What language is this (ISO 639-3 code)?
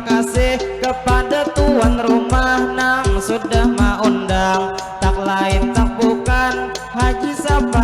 bjn